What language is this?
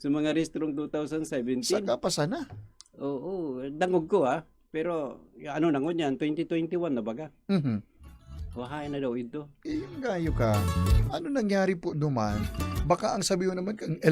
Bikol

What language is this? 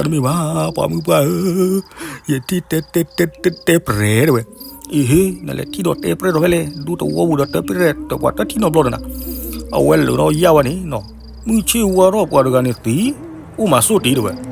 S'gaw Karen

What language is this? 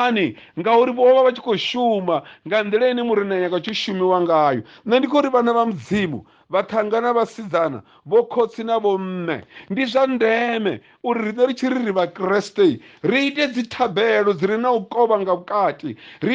Venda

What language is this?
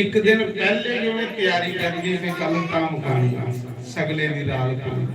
Dogri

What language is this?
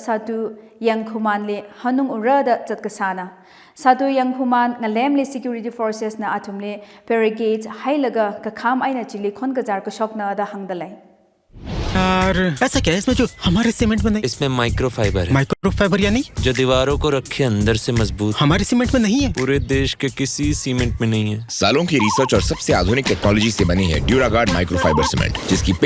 Tangkhul Naga (India)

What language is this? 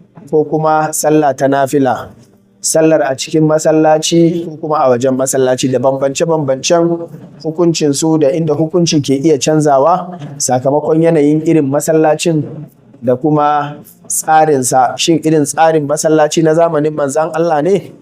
Hausa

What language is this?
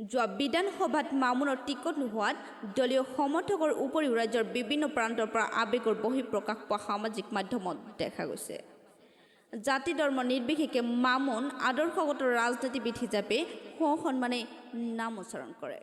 Assamese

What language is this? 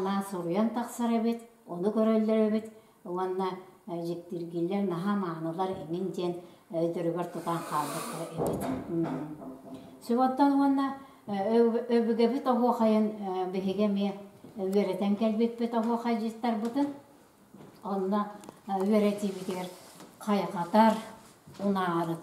Yakut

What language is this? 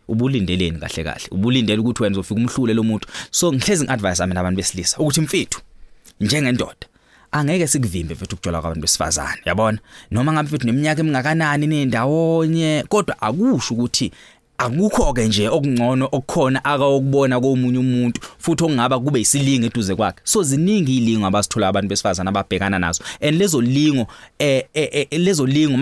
Zulu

